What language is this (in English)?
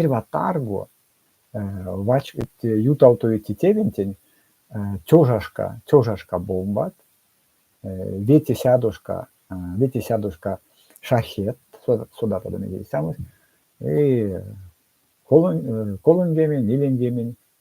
Erzya